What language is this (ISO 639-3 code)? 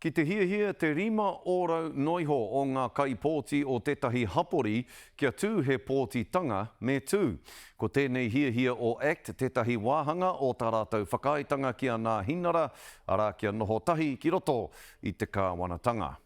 mri